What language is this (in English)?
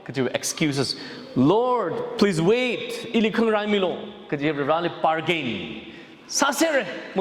Tangkhul Naga (India)